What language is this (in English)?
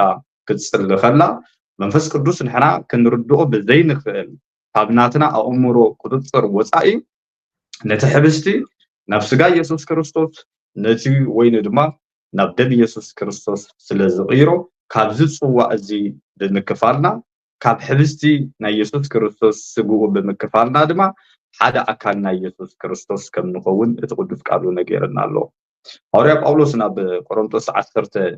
Tigrinya